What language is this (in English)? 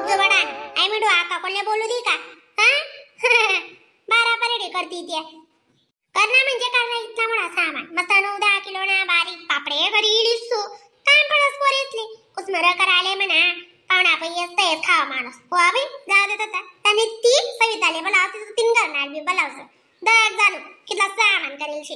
Khandesi